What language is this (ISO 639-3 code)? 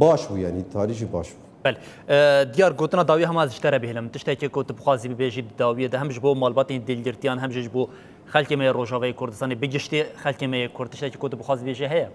kur